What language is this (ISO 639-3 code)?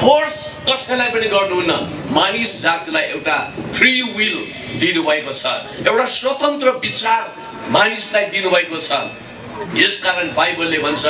nep